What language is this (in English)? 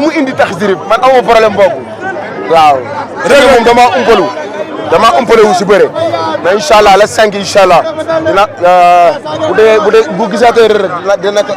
Wolof